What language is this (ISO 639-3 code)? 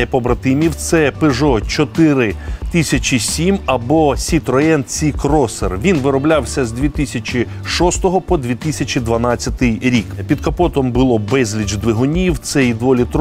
ukr